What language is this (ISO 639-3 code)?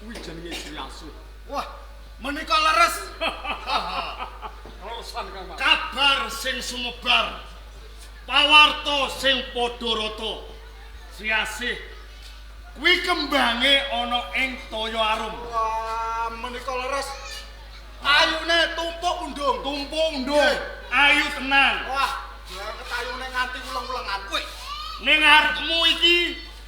jav